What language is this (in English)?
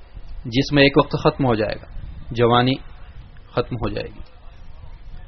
Urdu